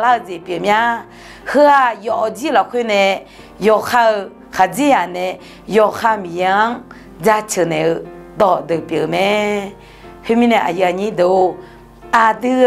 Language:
Akha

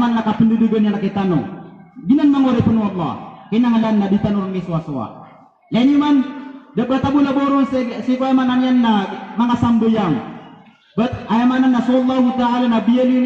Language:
Maranao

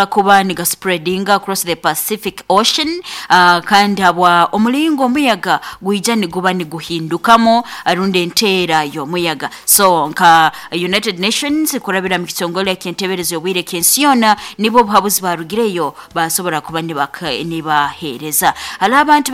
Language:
Nyoro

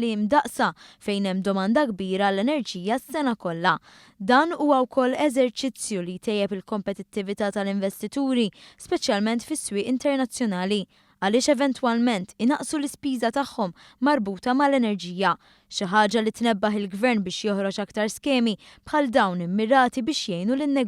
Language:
Maltese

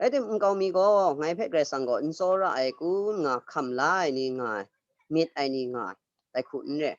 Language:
Kachin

